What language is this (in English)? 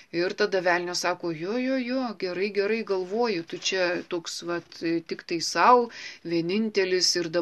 Lithuanian